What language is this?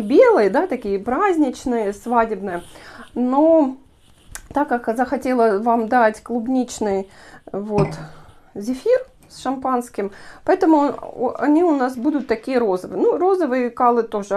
Russian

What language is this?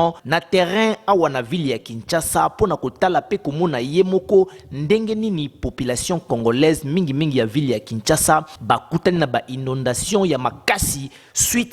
Lingala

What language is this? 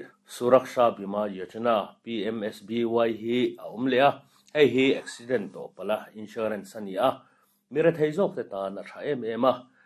Mizo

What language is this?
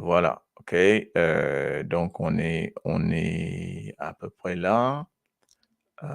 Morisyen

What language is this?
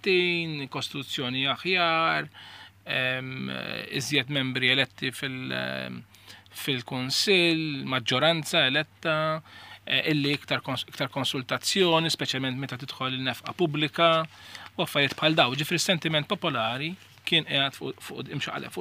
Maltese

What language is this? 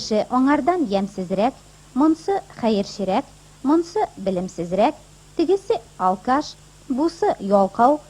Tatar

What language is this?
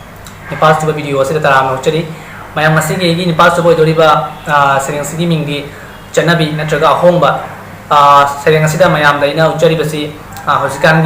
Manipuri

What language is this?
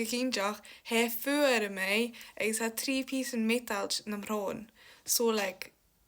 Scottish Gaelic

